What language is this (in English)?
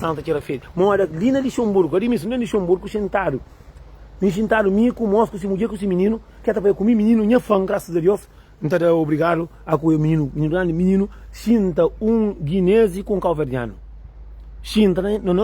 Kabuverdianu